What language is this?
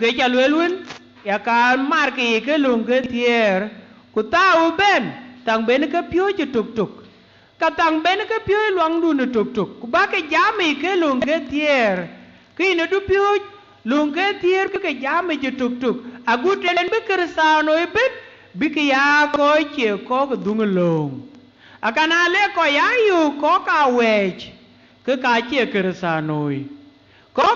Dinka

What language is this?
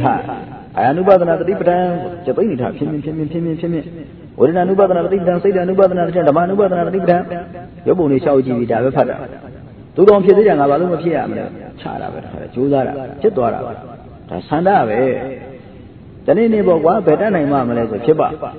Burmese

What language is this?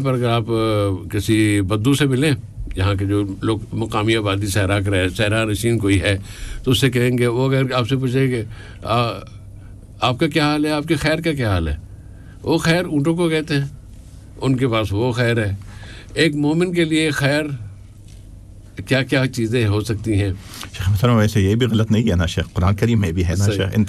Urdu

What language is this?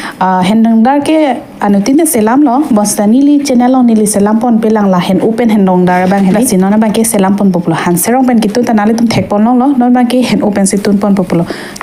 Karbi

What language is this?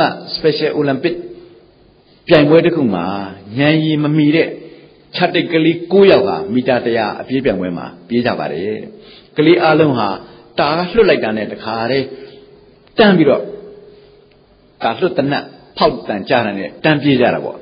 Burmese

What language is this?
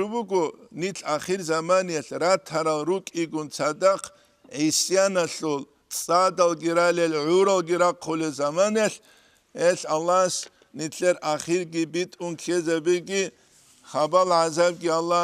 Avaric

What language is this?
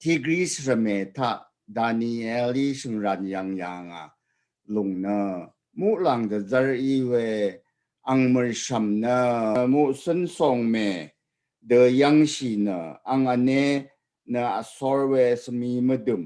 Rawang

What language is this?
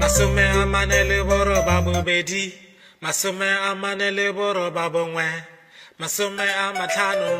Tswana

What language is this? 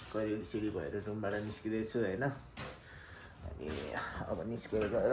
Nepali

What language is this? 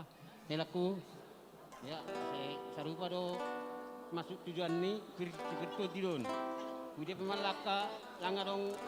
Batak Simalungun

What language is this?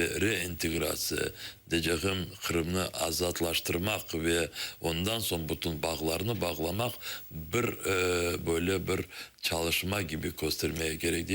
Crimean Tatar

